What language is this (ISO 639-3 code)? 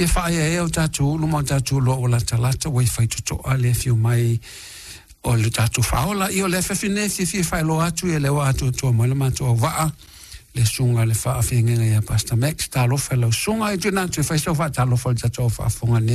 smo